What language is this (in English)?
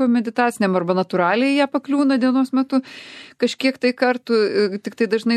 Lithuanian